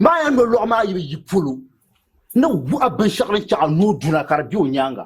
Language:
Dagbani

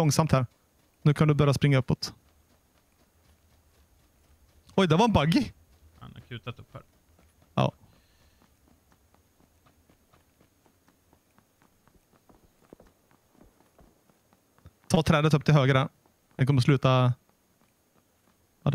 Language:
Swedish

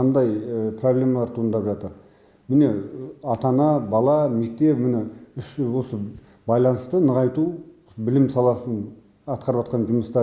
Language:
Kazakh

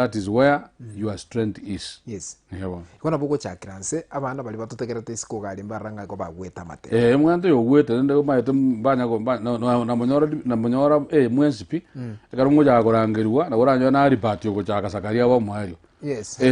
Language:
Gusii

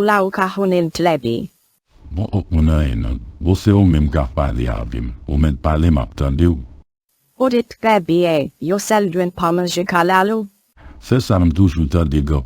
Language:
Haitian Creole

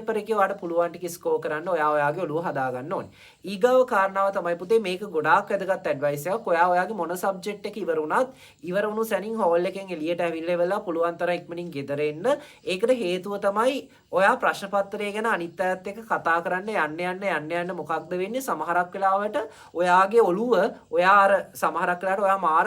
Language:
Sinhala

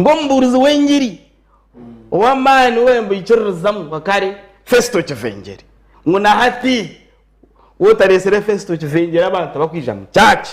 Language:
Nyankole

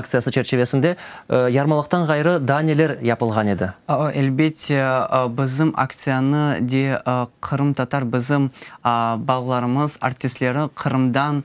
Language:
Crimean Tatar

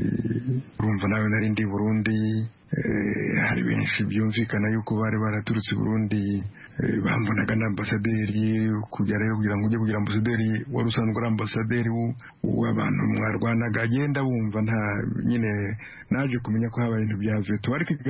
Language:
Kinyarwanda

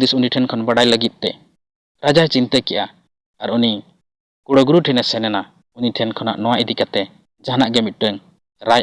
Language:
Santali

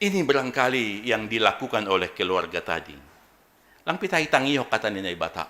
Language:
Batak Simalungun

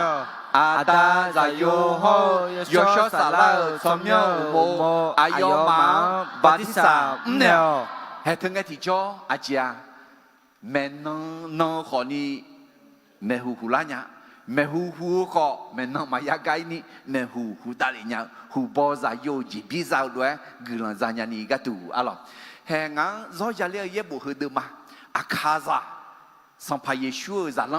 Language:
Akha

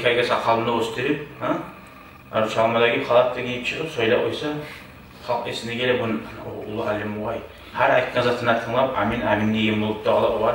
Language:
Kumyk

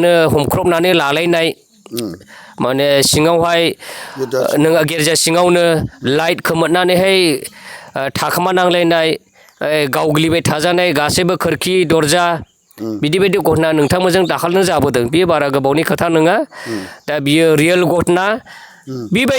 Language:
Bodo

